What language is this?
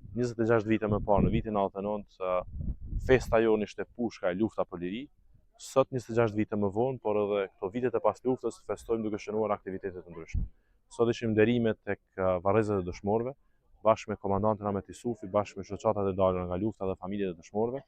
Albanian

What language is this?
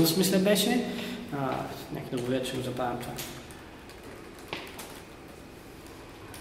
Bulgarian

